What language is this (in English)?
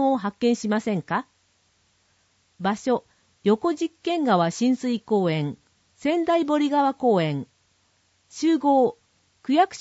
Japanese